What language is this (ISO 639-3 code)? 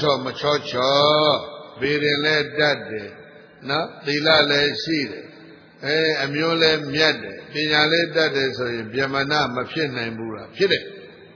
mya